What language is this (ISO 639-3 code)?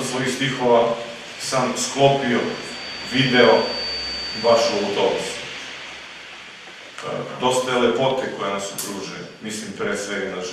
srp